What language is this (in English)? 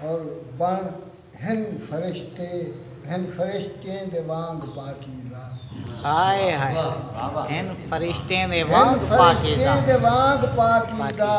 Saraiki